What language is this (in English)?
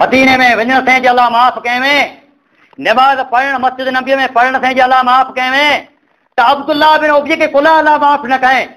Sindhi